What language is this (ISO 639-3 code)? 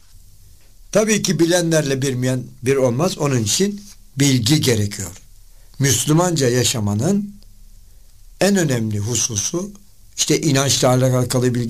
tur